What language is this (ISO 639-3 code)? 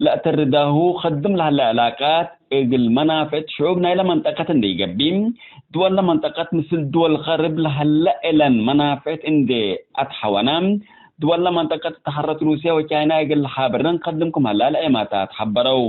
tig